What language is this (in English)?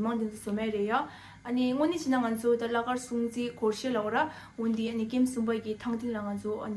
Tibetan